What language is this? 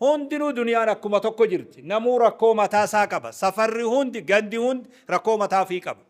Oromo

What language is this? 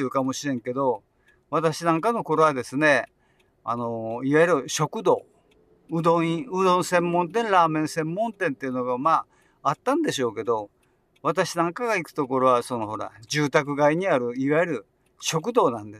Japanese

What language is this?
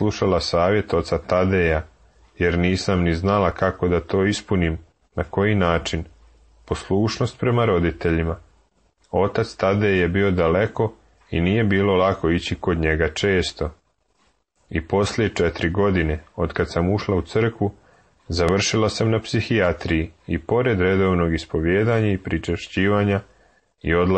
Serbian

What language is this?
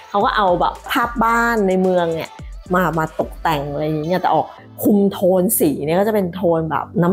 Thai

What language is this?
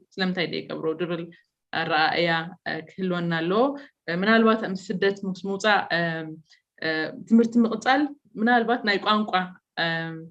Tigrinya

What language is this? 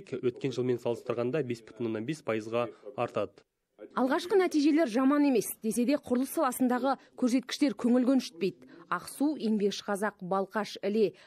Kazakh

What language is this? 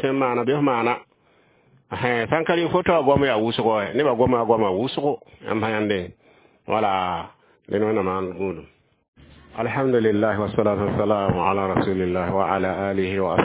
Mossi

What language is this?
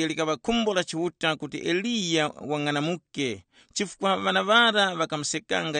Tumbuka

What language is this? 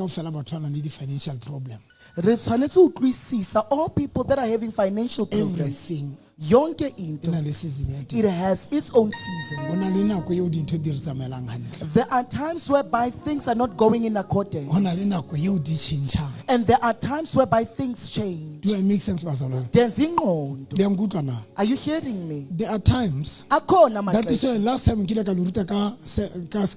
Southern Sotho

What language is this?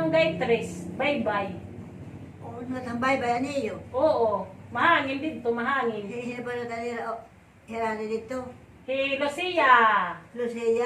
Waray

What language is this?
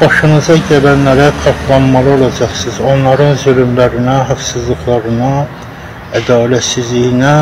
Azerbaijani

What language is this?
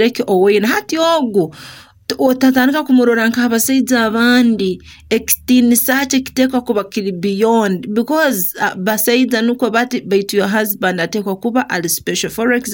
Nyoro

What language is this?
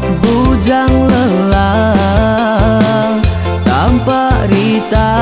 Iban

